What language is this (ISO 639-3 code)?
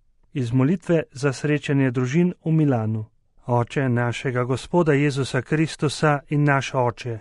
slv